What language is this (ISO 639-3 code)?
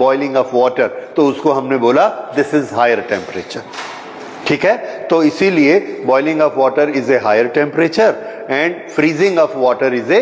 hin